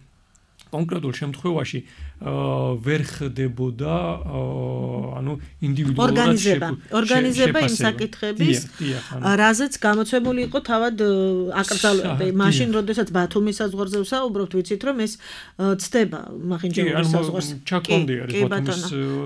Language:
Georgian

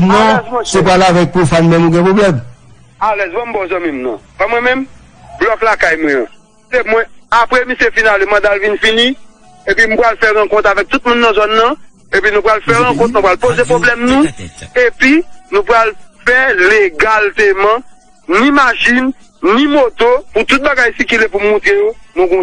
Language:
Haitian Creole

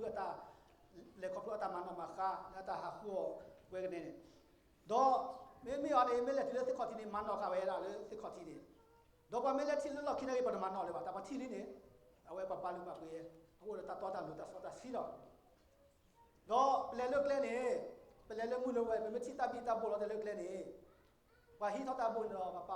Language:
S'gaw Karen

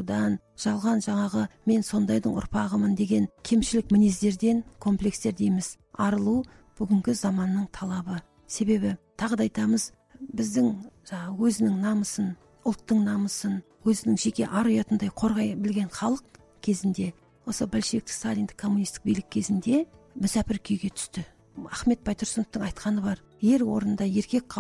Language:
Kazakh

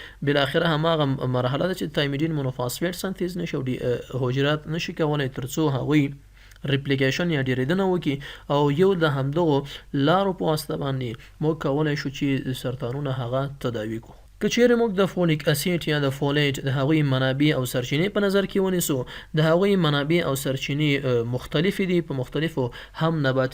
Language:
Pashto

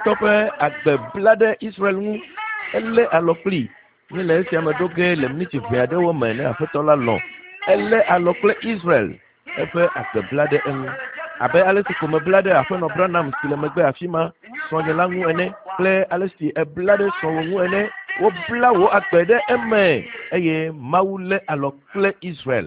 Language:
Ewe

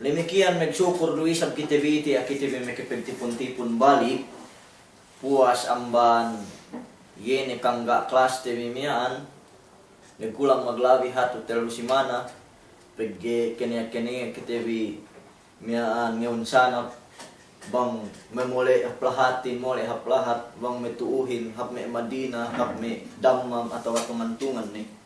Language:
Yakan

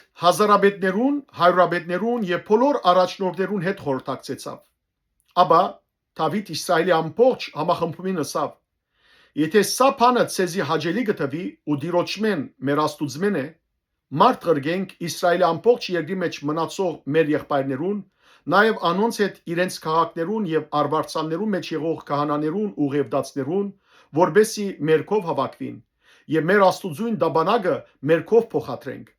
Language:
Western Armenian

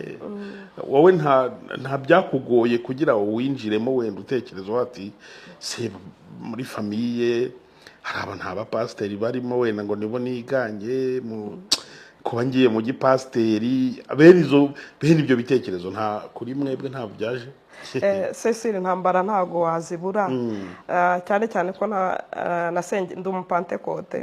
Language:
Kinyarwanda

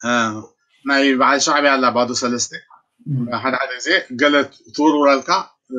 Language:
Tigrinya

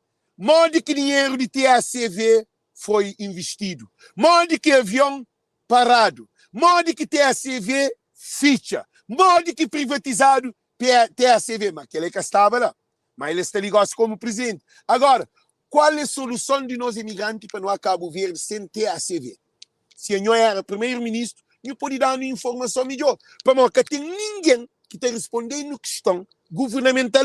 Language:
Kabuverdianu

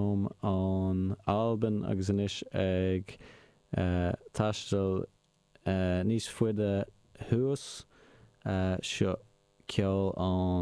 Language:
Irish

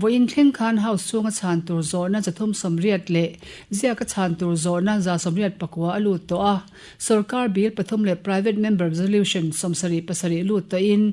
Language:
Mizo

